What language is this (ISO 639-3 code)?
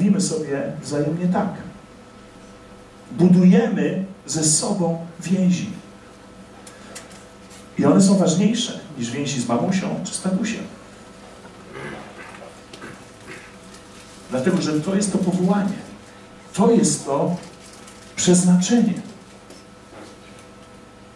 pol